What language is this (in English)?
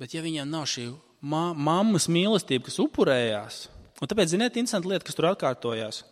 Latvian